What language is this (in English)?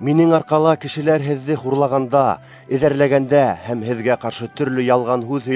Bashkir